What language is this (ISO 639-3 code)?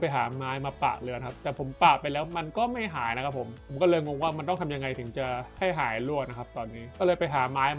tha